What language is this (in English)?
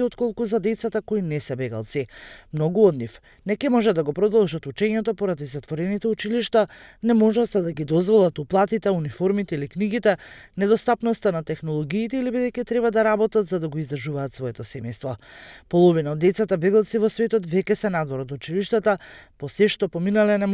Macedonian